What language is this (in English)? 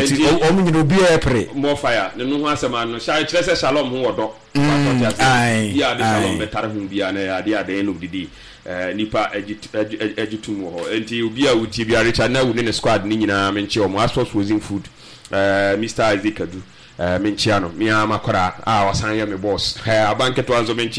Akan